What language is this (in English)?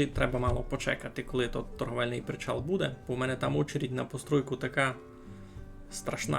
Rusyn